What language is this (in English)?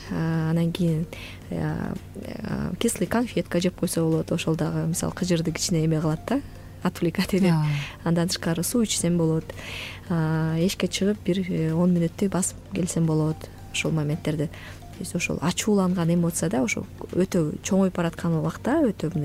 Kyrgyz